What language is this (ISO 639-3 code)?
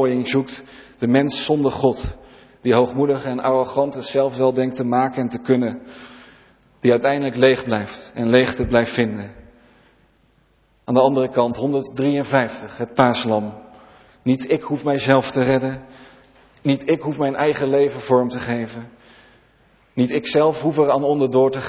nld